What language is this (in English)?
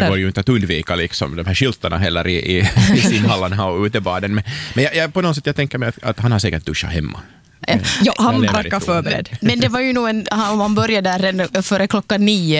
Swedish